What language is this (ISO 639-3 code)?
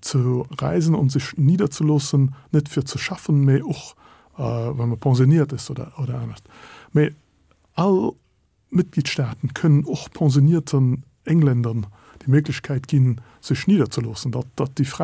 ltz